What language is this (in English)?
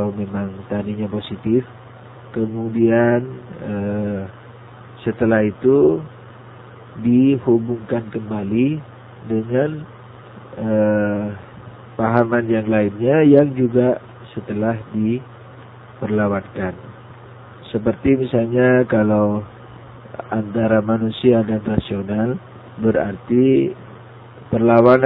Indonesian